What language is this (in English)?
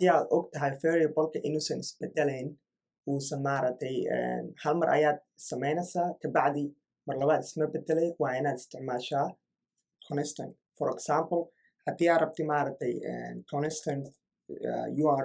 Somali